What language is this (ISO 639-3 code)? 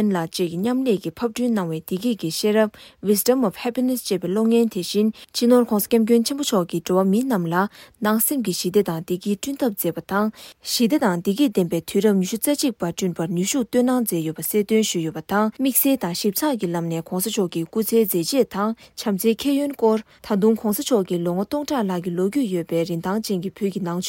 bod